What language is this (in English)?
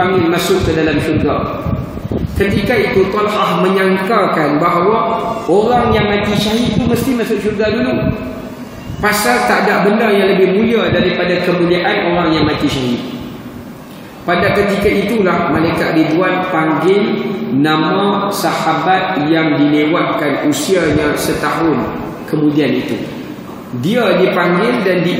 Malay